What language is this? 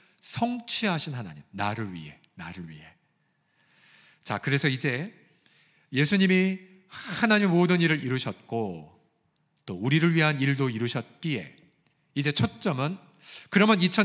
Korean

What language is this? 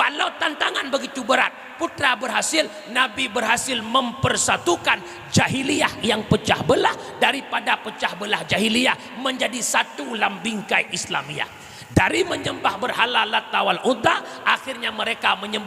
Achinese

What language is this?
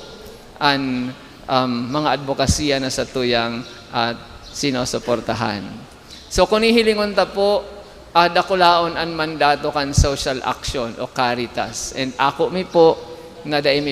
Bikol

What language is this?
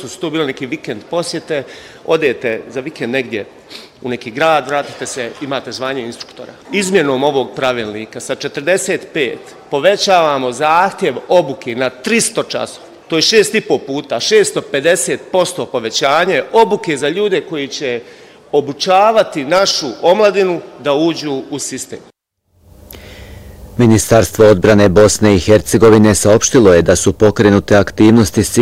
Bosnian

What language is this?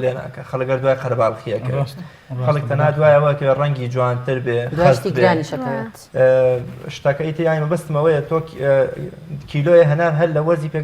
Central Kurdish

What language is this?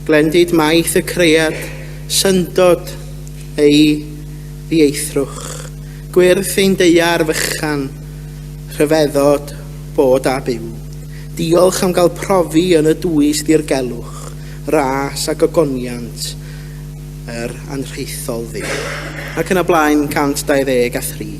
Welsh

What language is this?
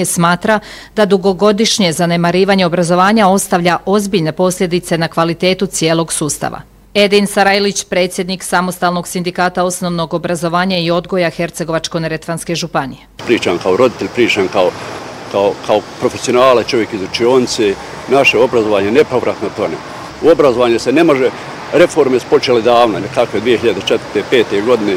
Bosnian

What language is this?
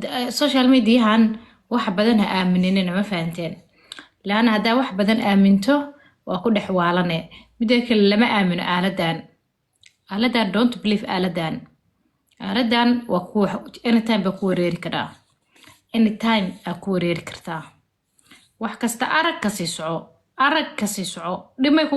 Somali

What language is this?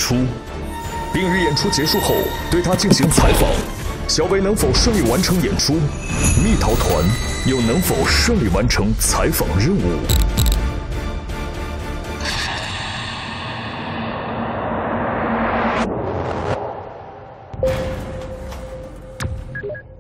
Chinese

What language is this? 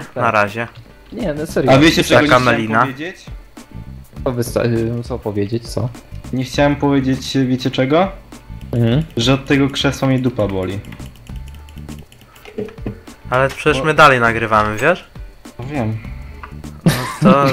Polish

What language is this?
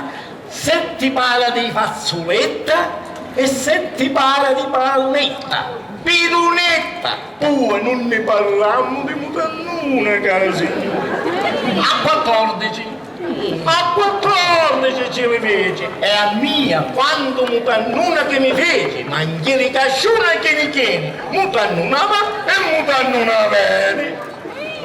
Sicilian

